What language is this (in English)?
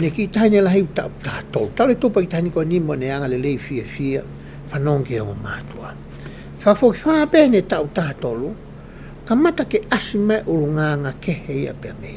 Tongan